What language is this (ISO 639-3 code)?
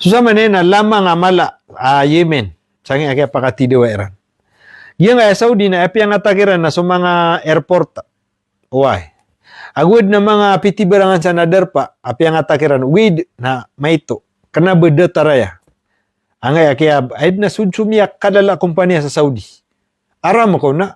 mrw